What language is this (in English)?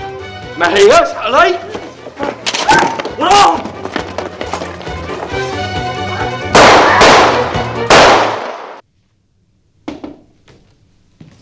Egyptian Arabic